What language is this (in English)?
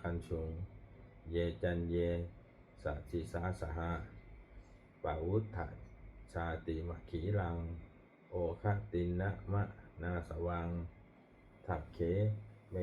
Pali